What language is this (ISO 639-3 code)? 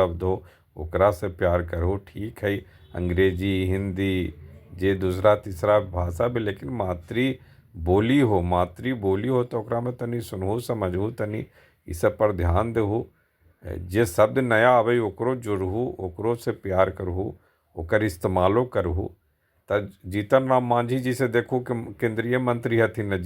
mag